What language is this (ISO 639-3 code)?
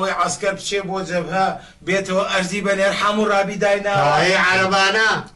ckb